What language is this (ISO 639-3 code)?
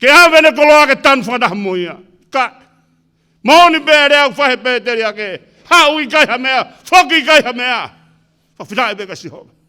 ton